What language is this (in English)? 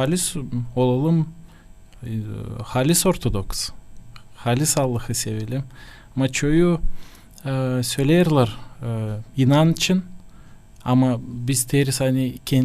Gagauz